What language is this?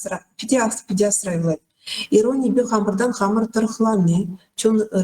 Chuvash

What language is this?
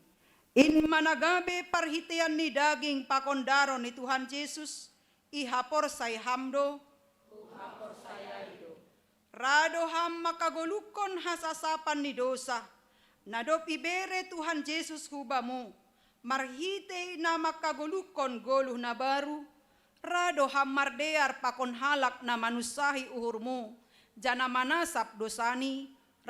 Batak Simalungun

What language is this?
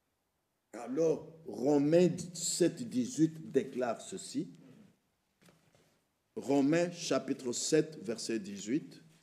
French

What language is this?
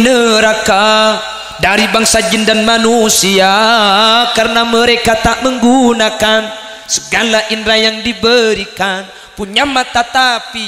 Madurese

